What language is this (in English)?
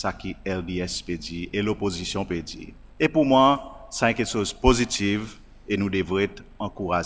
Seselwa Creole French